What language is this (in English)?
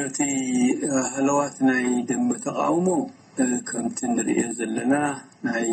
Tigrinya